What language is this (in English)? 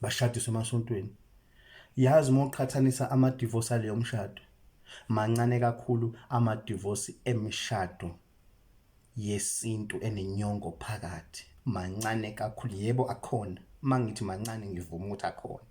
Zulu